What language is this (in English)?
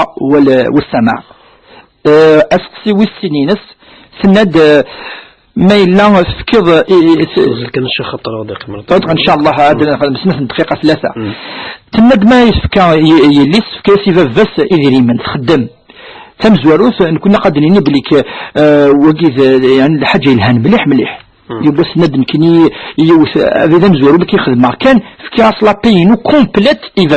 Kabyle